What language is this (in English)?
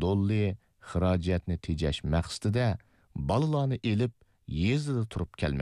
Uyghur